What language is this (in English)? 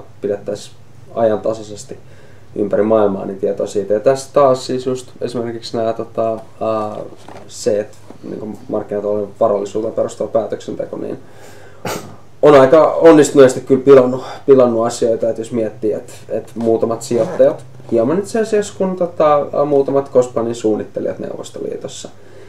Finnish